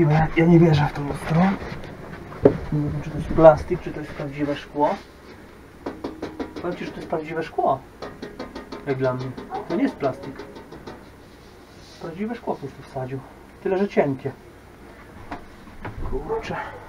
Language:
Polish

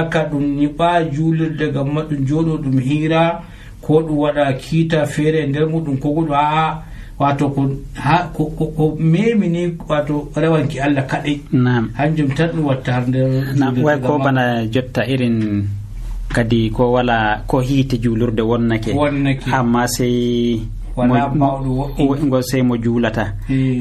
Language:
Nigerian Fulfulde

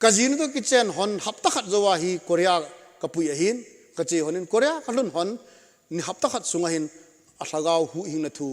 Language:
Thado Chin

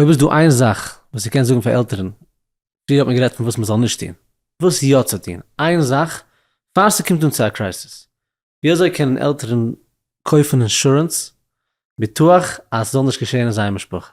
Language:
Yiddish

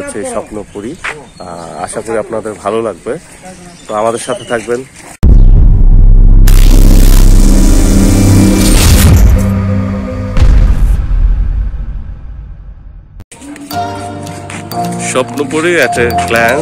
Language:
Bangla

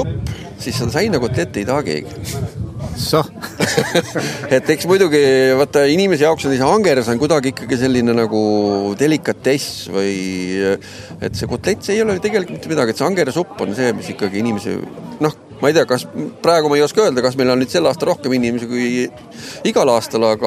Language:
Estonian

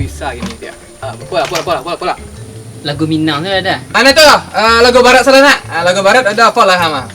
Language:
Minangkabau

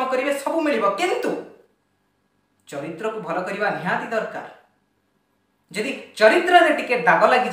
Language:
Odia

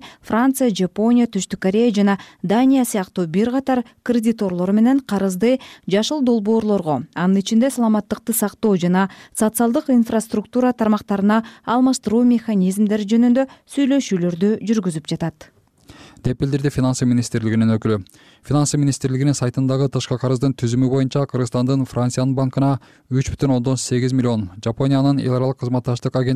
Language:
Kyrgyz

